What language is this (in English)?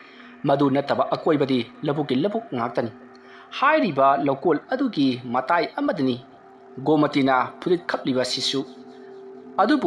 Manipuri